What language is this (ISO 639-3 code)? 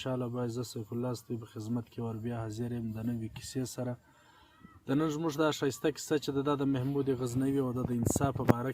pus